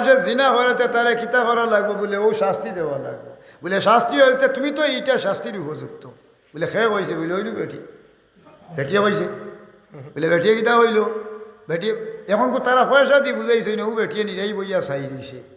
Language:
Sylheti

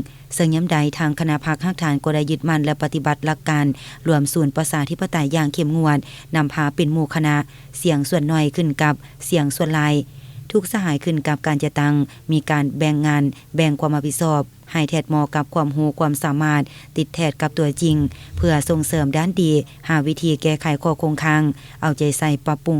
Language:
Lao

